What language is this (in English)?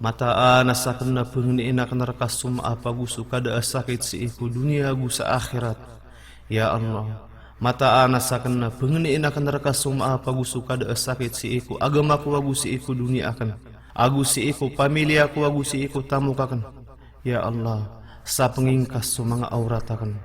Maranao